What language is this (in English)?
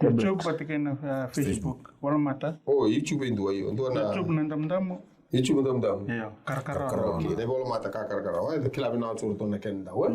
Fijian